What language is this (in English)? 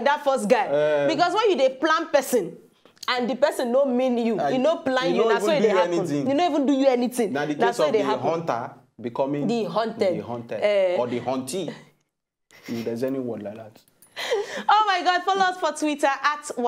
Nigerian Pidgin